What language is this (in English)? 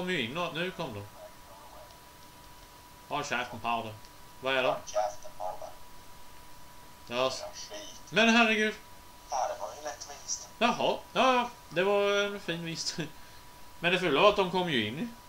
Swedish